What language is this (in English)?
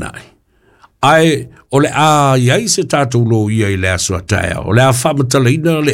Samoan